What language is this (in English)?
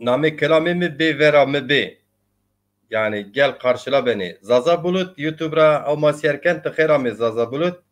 Zaza